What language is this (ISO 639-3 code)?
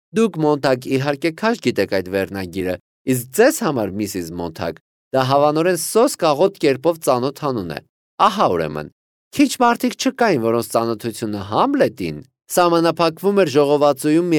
hye